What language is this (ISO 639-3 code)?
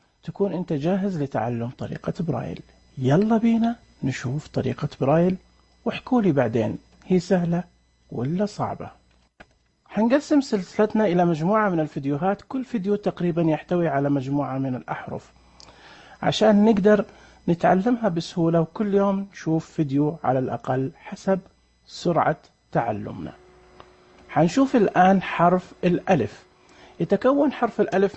ars